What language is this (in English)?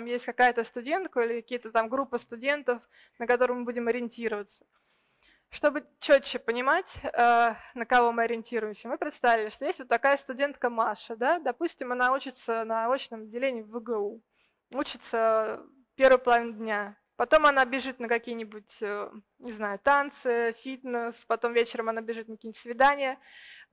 Russian